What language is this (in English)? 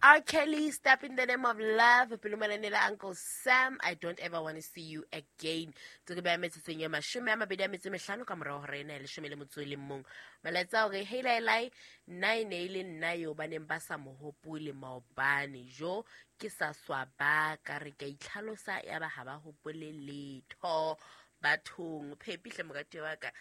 Southern Sotho